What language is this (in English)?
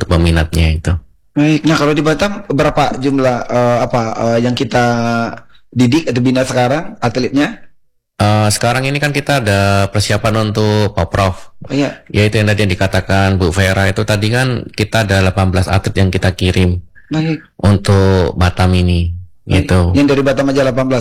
Indonesian